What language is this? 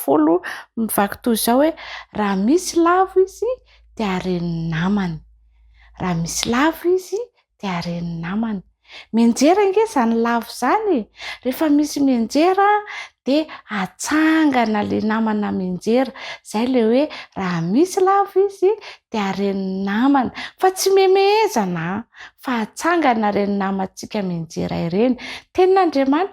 Malagasy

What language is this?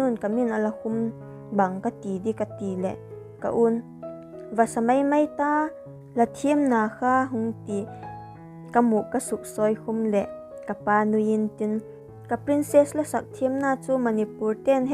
Vaiphei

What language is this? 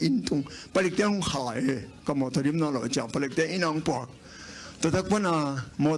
Tedim Chin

